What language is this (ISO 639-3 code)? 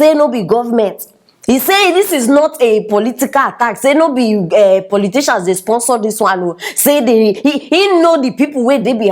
pcm